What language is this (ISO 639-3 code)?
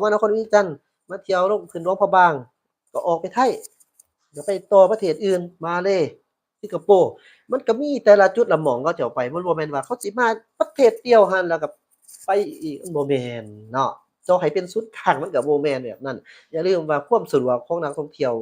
lao